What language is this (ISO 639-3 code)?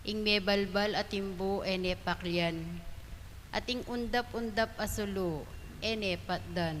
pam